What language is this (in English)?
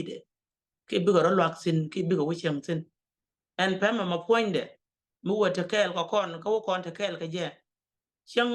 Nuer